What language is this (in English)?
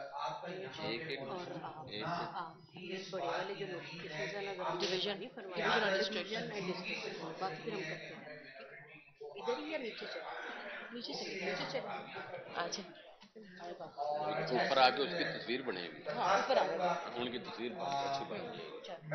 Urdu